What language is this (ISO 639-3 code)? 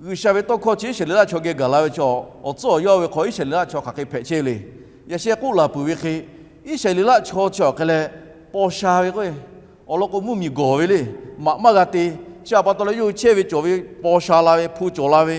lhu